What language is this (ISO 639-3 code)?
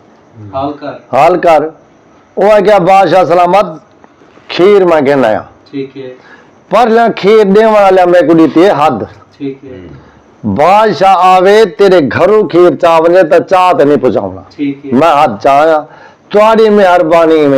skr